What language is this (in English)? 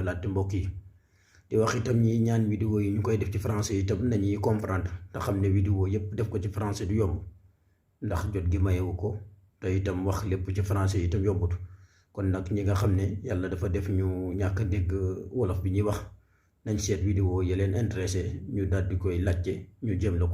Wolof